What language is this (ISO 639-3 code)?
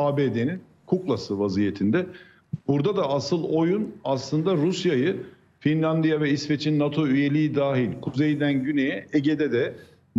tur